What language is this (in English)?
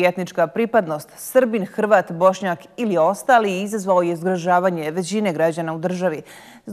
Bosnian